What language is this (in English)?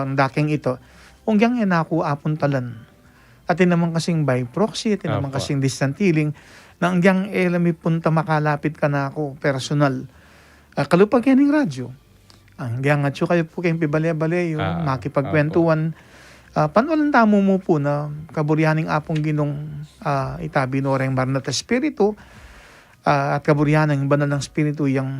Pampanga